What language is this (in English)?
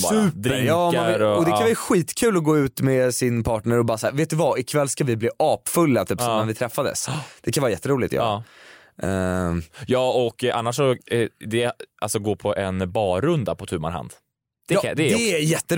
Swedish